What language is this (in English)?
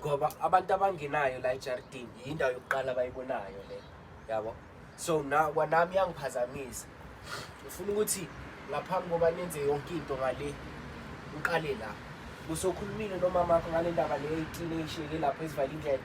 Zulu